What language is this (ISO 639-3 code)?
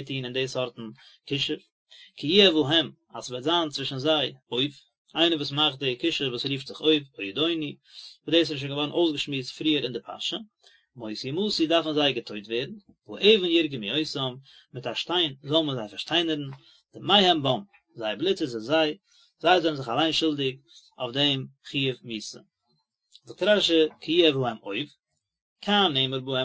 yid